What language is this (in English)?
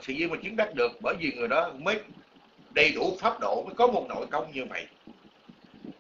Vietnamese